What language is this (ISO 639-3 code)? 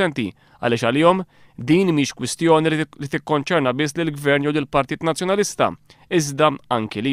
mlt